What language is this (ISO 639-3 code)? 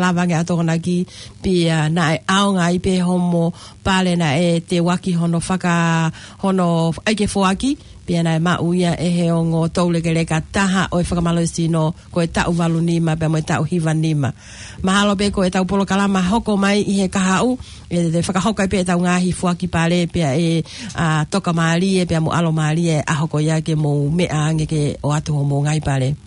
ton